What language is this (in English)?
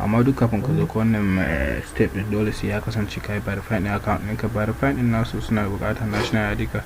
Hausa